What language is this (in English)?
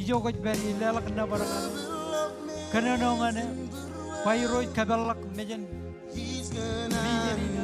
Marshallese